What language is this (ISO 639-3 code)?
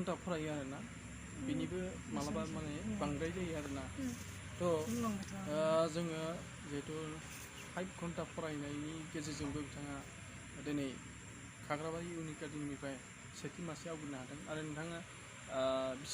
brx